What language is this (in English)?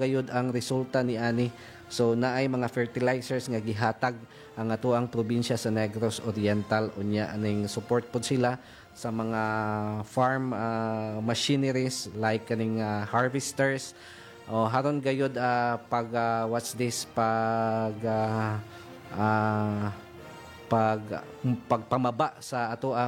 Cebuano